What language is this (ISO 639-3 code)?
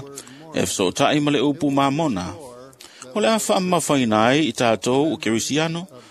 smo